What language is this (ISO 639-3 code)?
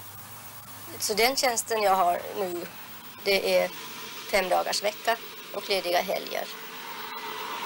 swe